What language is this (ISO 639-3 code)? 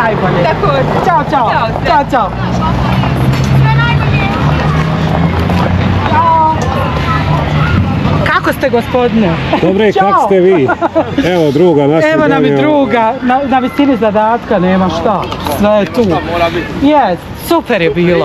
bos